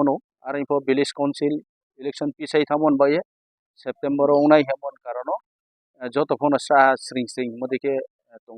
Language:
Kok Borok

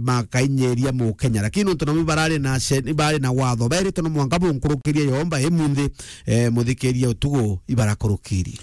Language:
Meru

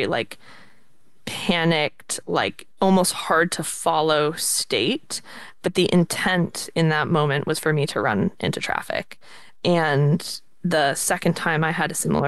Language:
English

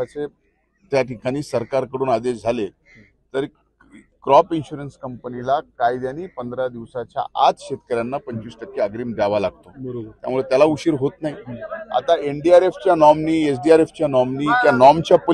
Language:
Marathi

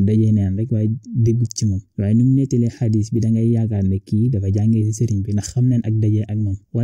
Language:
Wolof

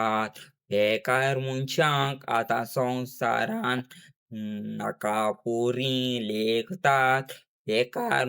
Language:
Konkani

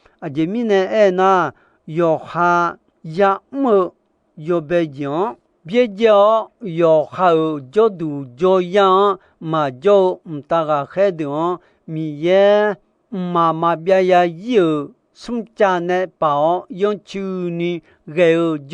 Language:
Akha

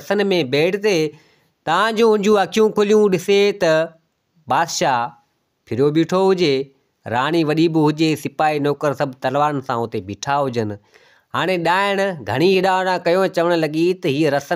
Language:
Sindhi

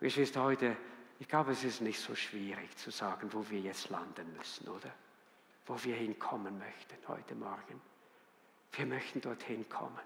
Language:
Swiss German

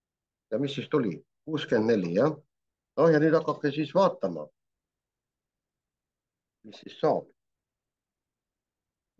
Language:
Estonian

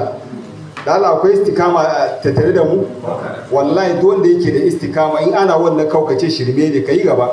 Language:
Hausa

